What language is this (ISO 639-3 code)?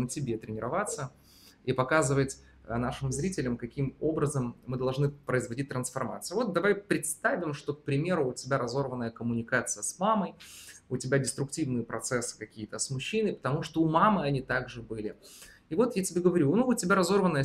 rus